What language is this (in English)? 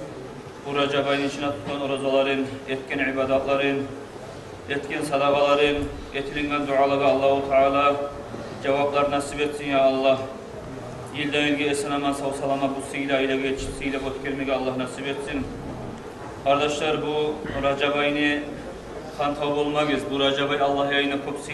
Kumyk